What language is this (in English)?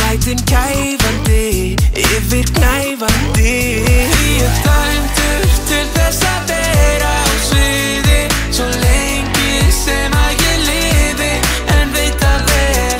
Icelandic